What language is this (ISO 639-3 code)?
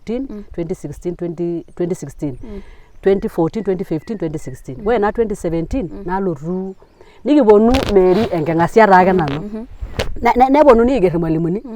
mas